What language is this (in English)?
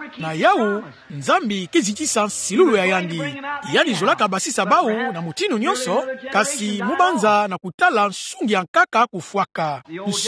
Kituba (Democratic Republic of Congo)